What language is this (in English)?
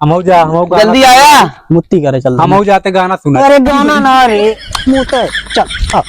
Awadhi